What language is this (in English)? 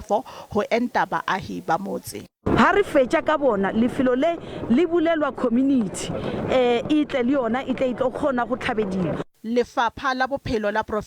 Southern Sotho